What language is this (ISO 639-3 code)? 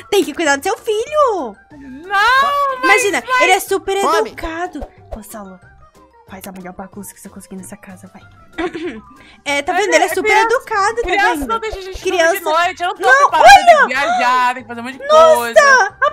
por